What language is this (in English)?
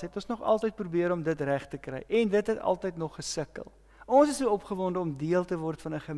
Afrikaans